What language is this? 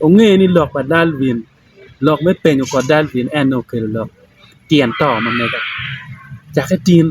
Acoli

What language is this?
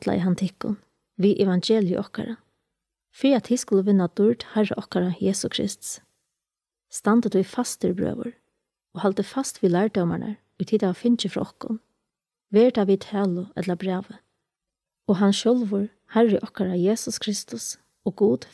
Faroese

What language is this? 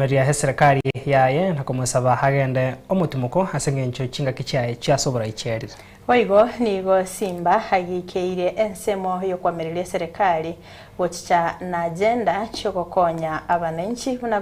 Gusii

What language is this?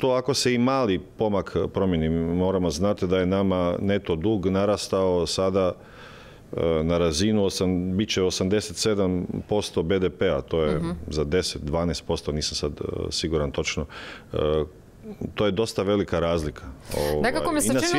Croatian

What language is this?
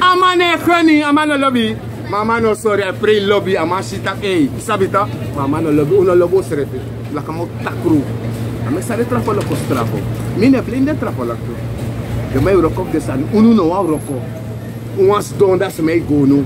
Sranan Tongo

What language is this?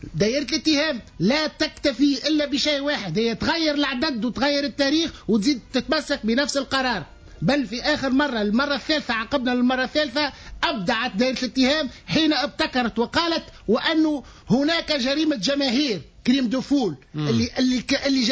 Tunisian Arabic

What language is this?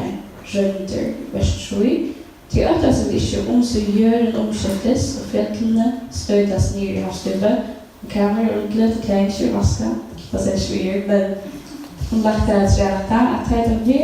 Faroese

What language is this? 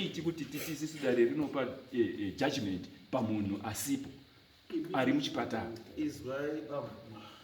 Shona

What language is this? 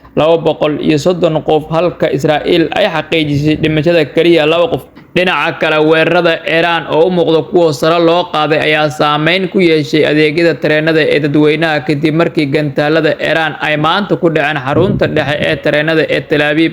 Somali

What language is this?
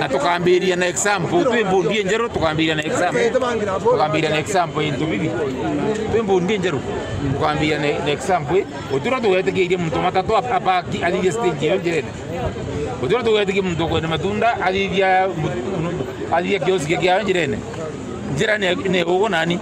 Meru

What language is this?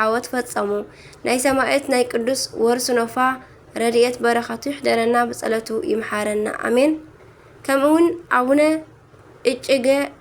Tigrinya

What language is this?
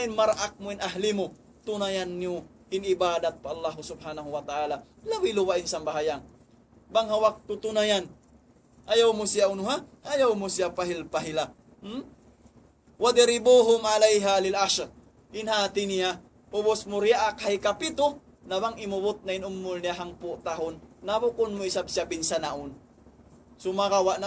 Tausug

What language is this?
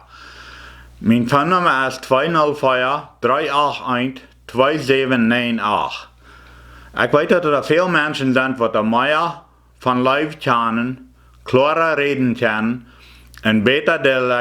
Plautdietsch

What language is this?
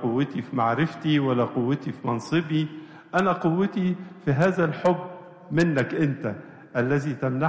Egyptian Arabic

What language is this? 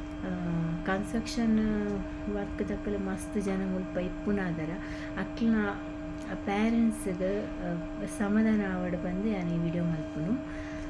Tulu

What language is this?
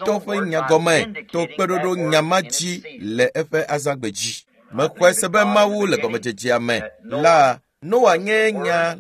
Ewe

